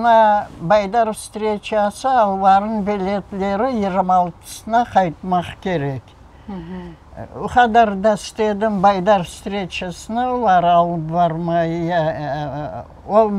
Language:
Crimean Tatar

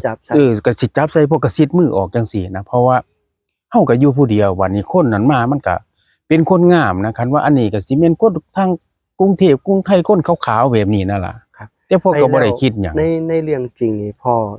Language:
Northeastern Thai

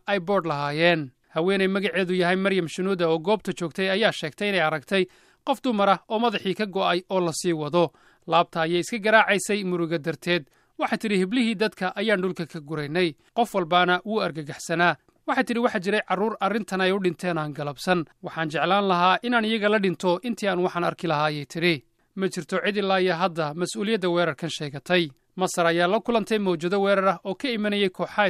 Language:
Somali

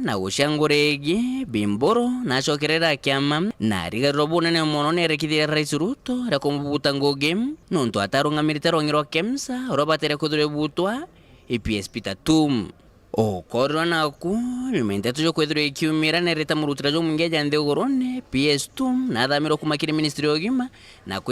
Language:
Meru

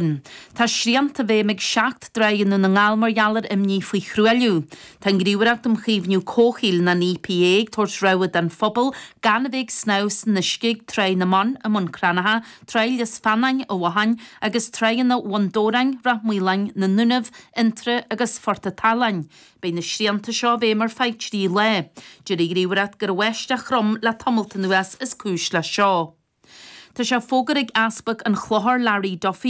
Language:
Irish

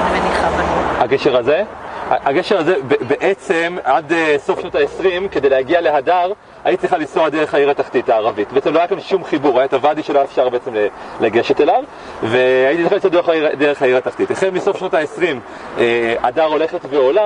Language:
Hebrew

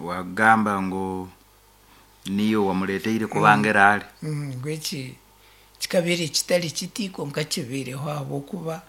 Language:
Nyankole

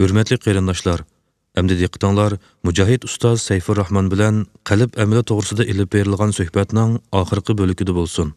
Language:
Uyghur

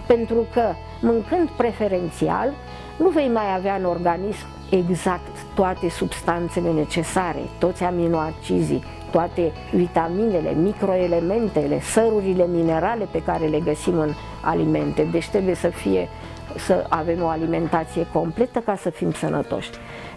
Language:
Romanian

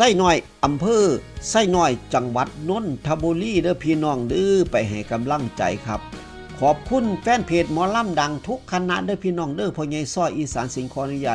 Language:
Northeastern Thai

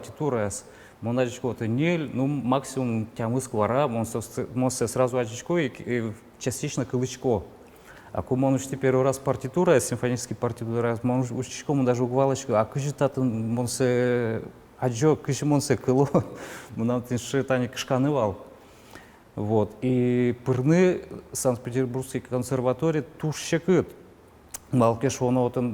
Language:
Udmurt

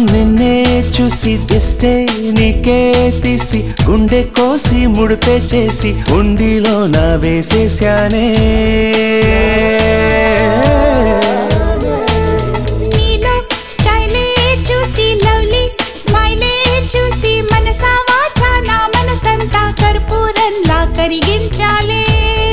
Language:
Telugu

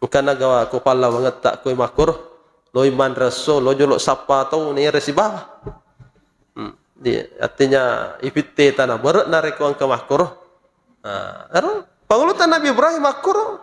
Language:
Buginese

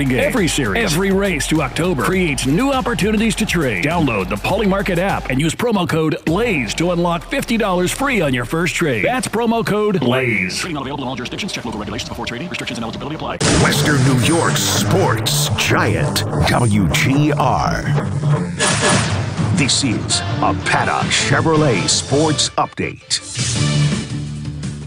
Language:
English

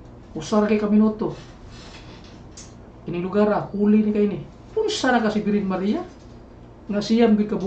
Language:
Cebuano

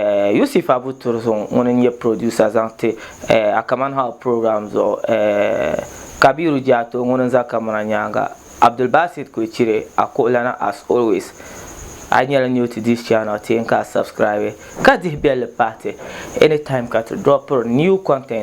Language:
Dagbani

